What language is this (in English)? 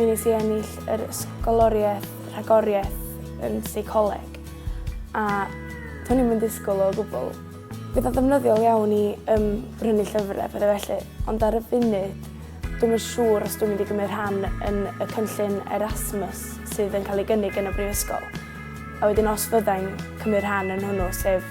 Welsh